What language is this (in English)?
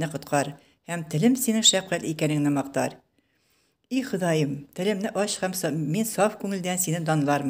Tatar